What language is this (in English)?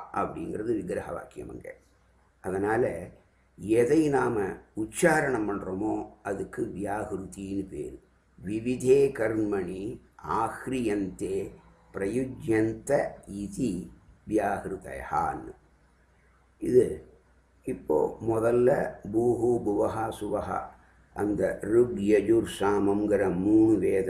Tamil